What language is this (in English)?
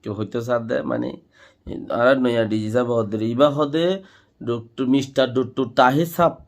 Rohingya